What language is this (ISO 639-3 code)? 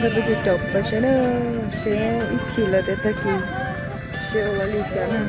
hmn